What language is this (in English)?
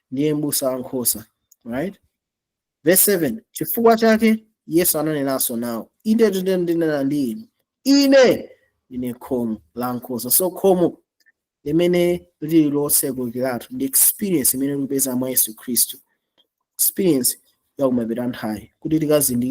Nyanja